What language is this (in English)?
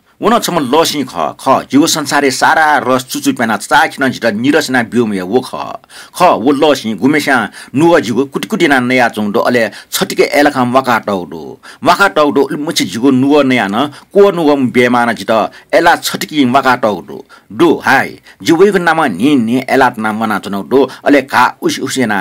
Newari